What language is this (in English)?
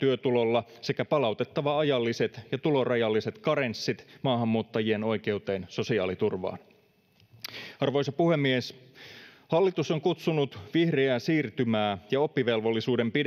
Finnish